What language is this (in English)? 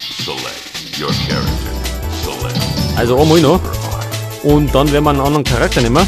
Bavarian